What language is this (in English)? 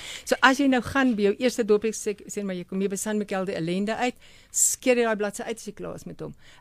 Afrikaans